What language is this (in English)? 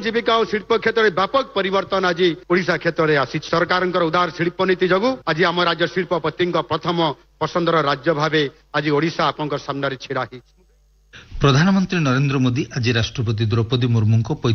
Odia